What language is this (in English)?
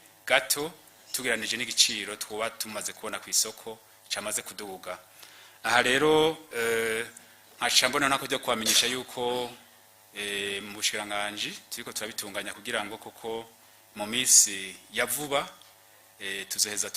Rundi